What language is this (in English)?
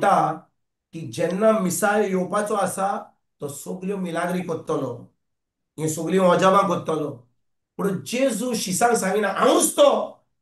Konkani